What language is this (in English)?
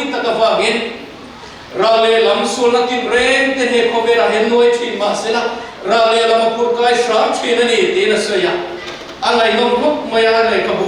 Mizo